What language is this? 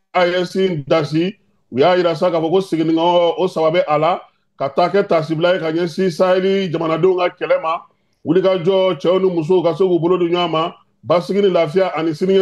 Bambara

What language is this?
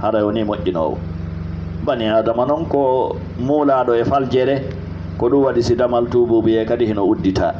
Fula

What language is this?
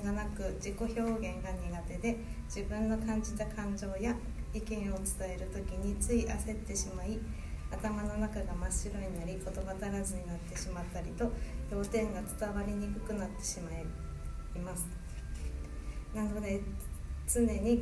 Japanese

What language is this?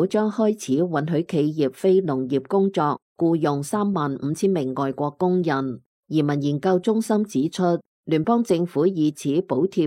Cantonese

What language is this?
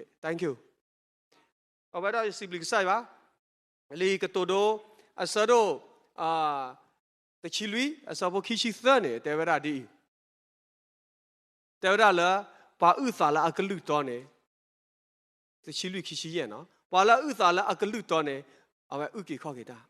S'gaw Karen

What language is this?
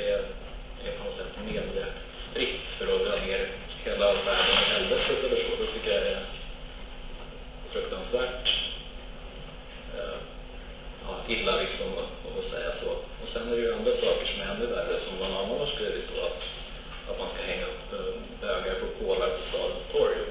Swedish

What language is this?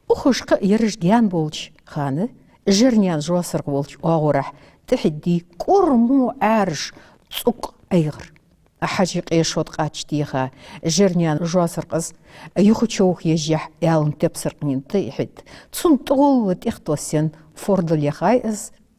Ingush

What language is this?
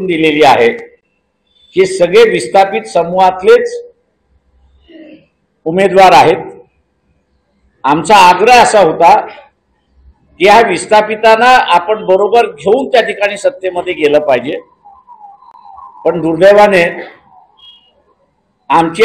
Marathi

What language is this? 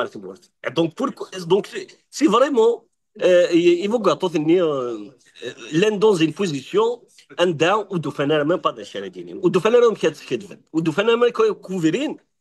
Kabyle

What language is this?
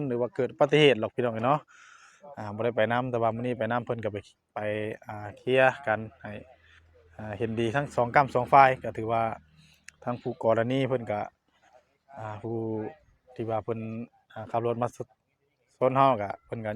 Northeastern Thai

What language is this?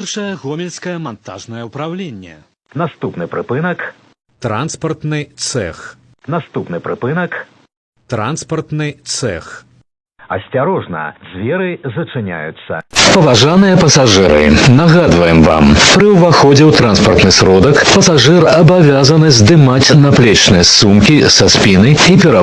Belarusian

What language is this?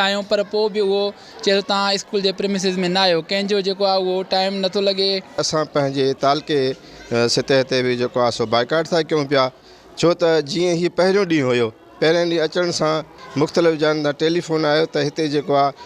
Sindhi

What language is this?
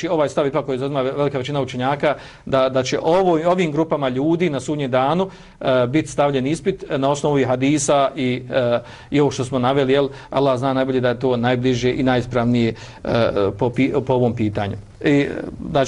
Bosnian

